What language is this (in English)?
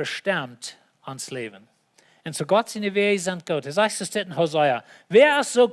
Plautdietsch